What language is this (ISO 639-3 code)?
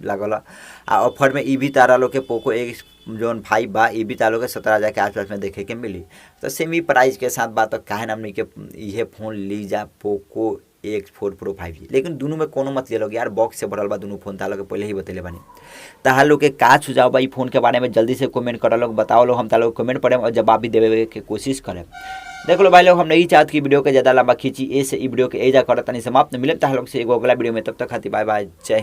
bho